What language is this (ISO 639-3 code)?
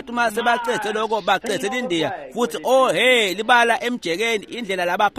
ssw